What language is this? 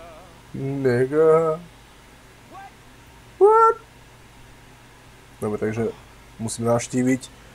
Slovak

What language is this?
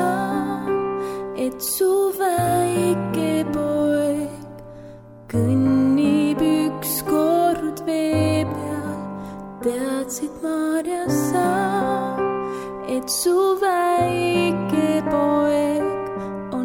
Estonian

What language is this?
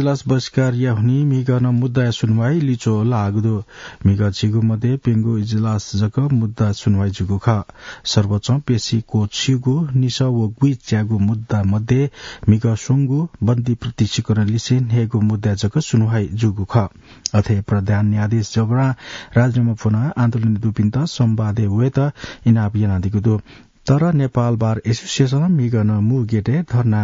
Newari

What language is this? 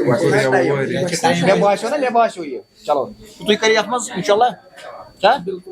Kashmiri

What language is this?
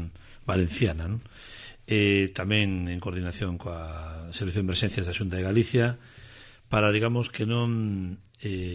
Galician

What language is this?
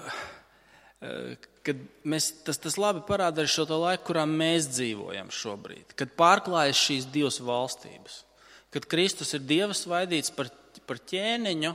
Latvian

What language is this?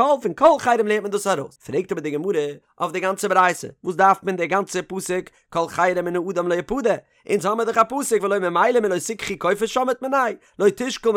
Yiddish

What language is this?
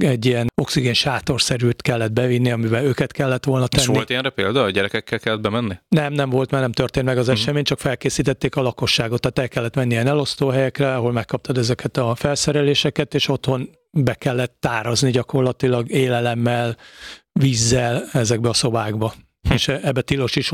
Hungarian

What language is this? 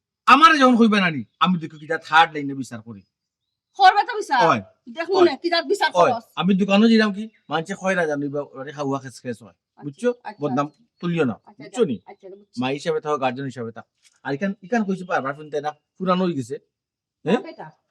Sylheti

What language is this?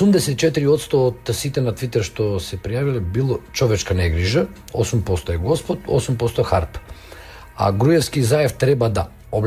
Macedonian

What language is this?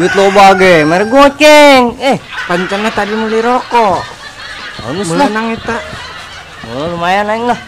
Sundanese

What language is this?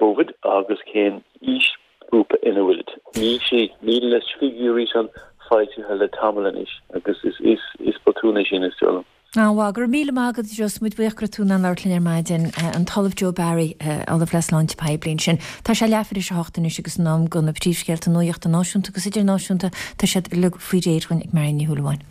Irish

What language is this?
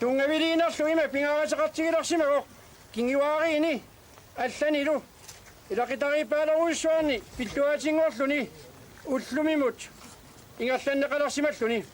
Kalaallisut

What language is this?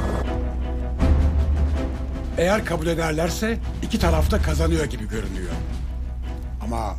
Turkish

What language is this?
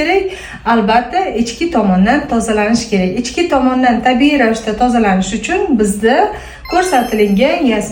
Uzbek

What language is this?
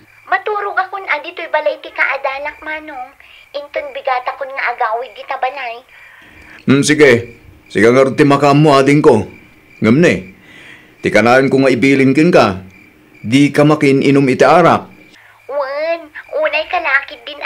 Iloko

